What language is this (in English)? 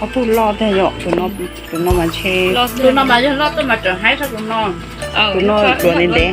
Hmong